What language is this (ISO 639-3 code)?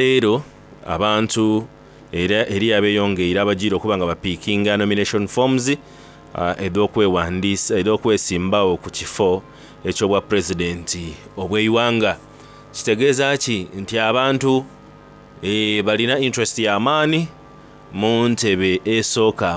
xog